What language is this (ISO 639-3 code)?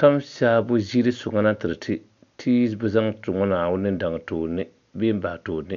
dag